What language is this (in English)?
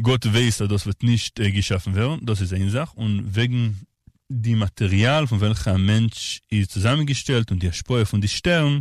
Yiddish